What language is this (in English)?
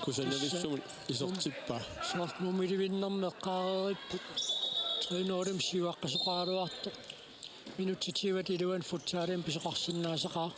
Kalaallisut